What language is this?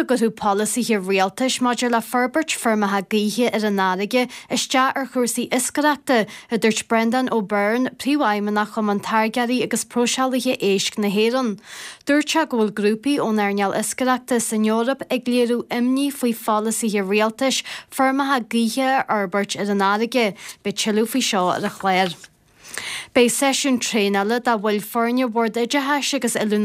Irish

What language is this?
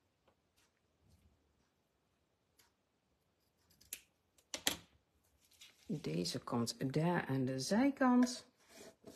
Dutch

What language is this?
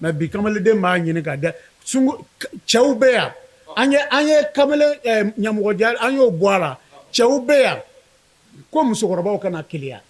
Bambara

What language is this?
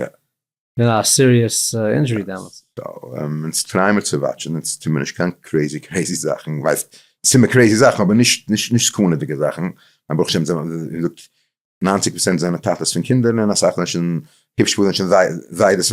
Yiddish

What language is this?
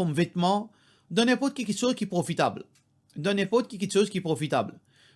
Morisyen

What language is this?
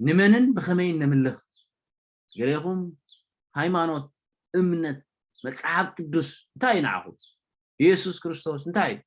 Tigrinya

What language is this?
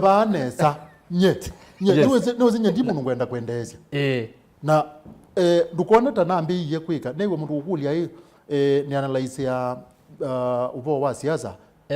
Kamba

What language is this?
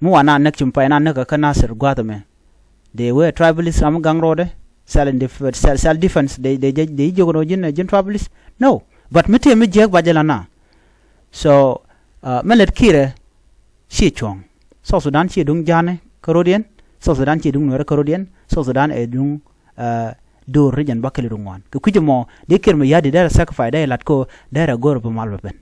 Nuer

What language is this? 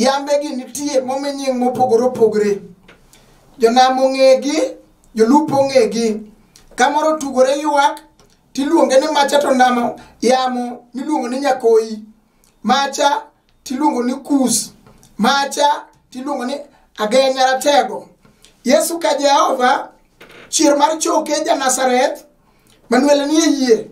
Luo (Kenya and Tanzania)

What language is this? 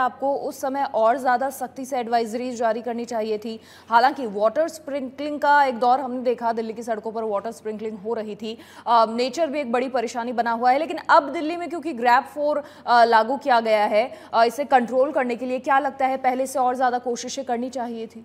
Hindi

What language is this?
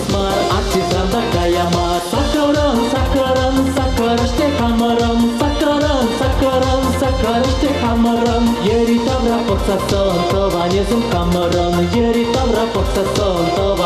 Chuvash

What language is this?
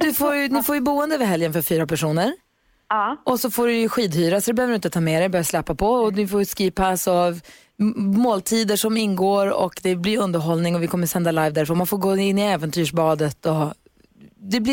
Swedish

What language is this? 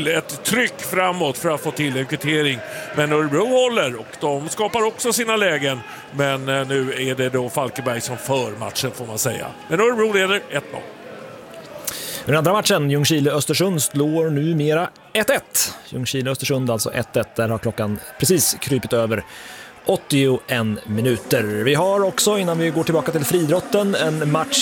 Swedish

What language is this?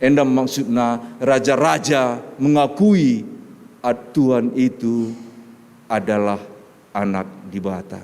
Batak Karo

